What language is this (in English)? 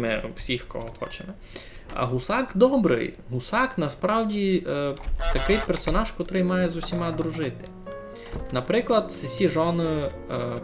Rusyn